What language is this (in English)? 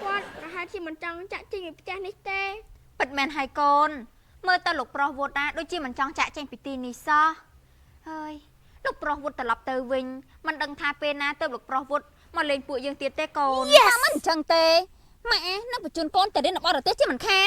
Khmer